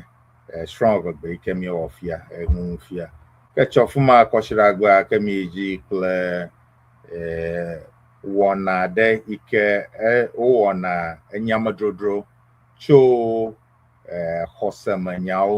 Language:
Ewe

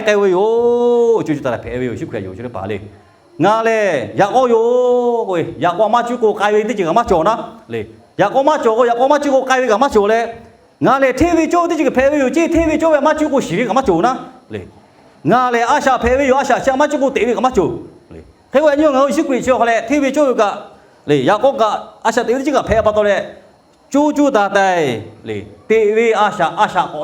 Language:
Lahu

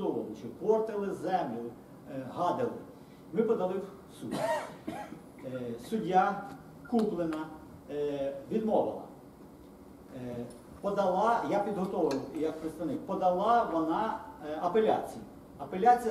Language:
Ukrainian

